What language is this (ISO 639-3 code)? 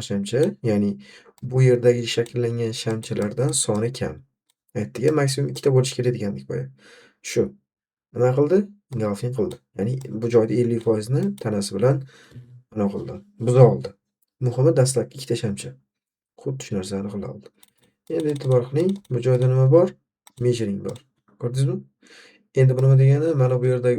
uzb